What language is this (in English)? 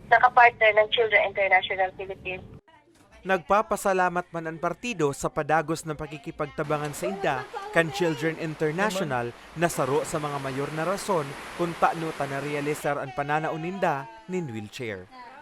Bikol